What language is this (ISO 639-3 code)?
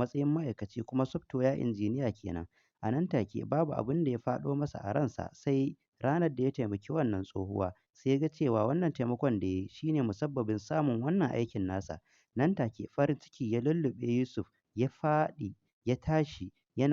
hau